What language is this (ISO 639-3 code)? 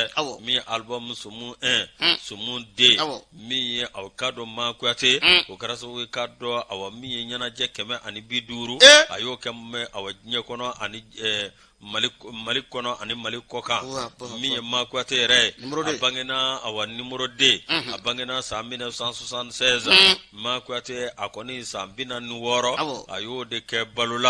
bam